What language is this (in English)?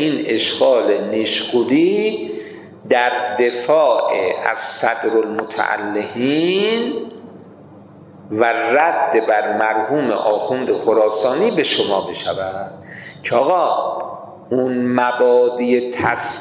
Persian